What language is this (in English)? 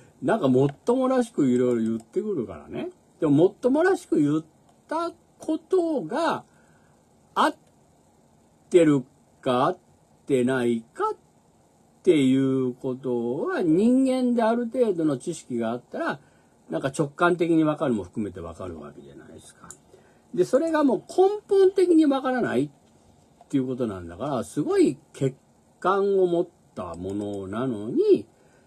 Japanese